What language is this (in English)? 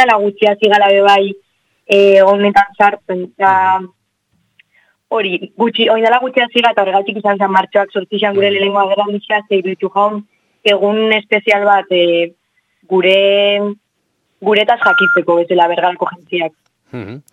Basque